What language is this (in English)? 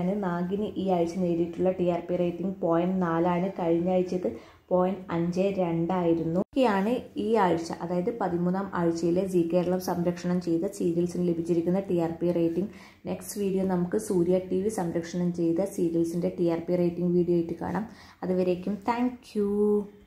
Malayalam